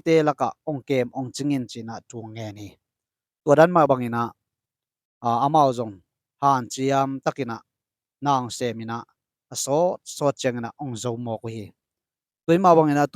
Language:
Tedim Chin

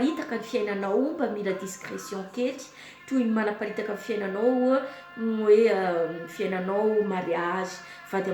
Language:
Malagasy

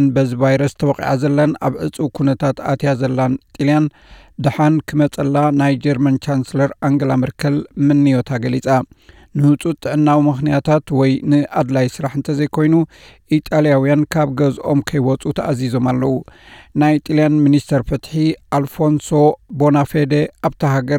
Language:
Tigrinya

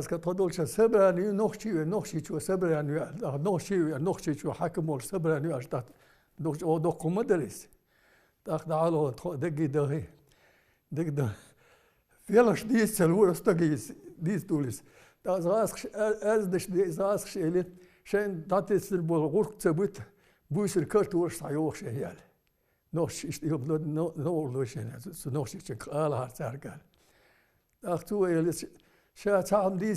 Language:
Chechen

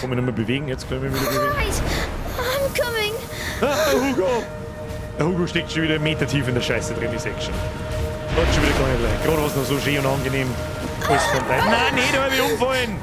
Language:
Bavarian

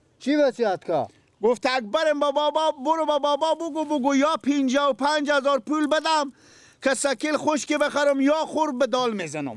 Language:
Persian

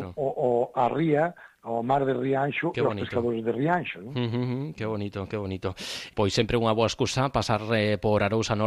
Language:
Galician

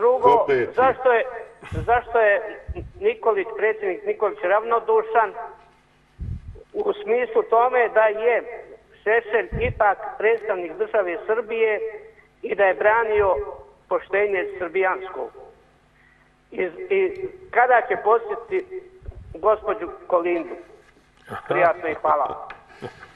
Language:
Serbian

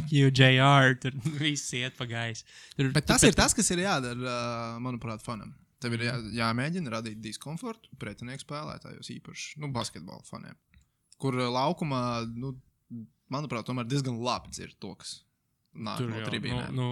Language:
Latvian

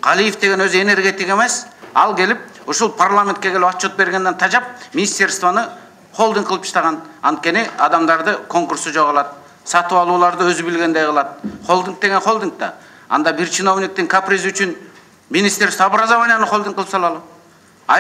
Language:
Kyrgyz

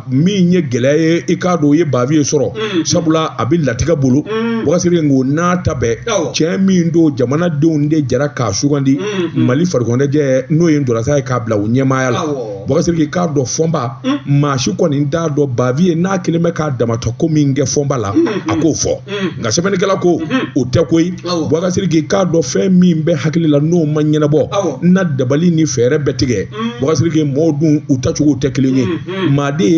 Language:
Bambara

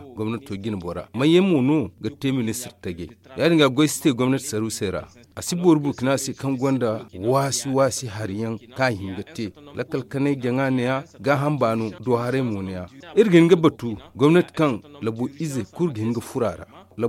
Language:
Zarma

